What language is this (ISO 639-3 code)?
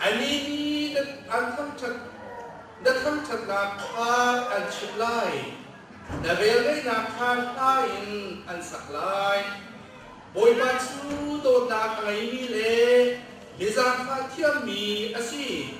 cnh